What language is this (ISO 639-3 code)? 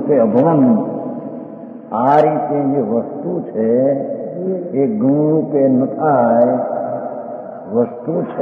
guj